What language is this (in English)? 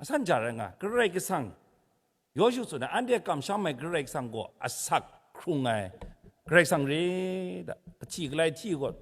Kachin